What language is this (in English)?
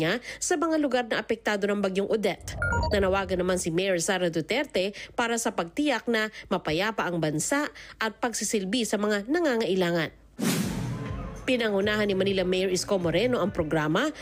Filipino